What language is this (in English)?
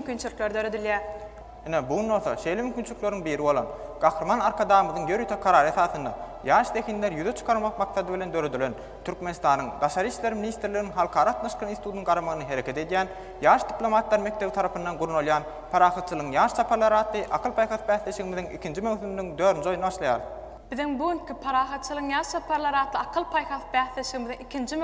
Turkmen